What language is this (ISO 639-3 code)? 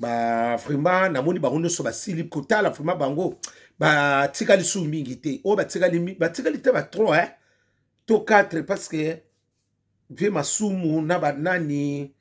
lin